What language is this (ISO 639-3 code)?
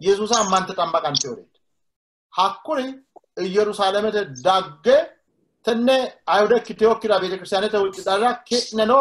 sid